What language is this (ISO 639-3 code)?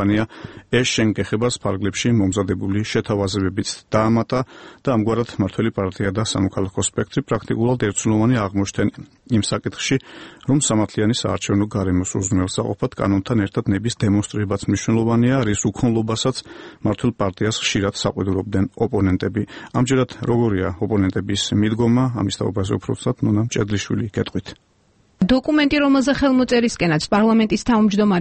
kat